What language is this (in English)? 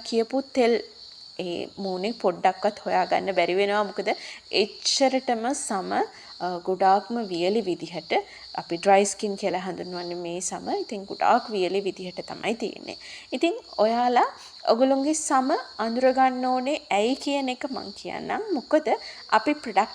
Sinhala